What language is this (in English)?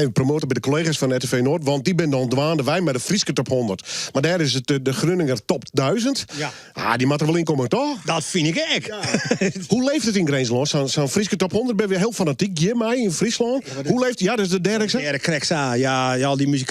Western Frisian